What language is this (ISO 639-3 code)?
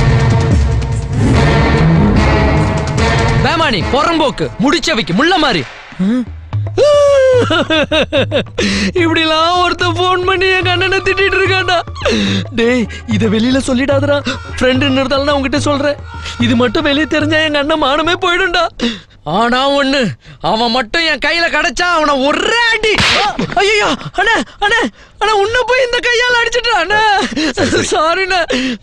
tam